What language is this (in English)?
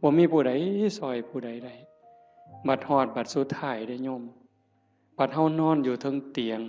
Northeastern Thai